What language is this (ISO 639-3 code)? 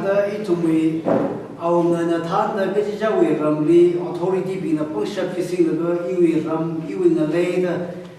nmf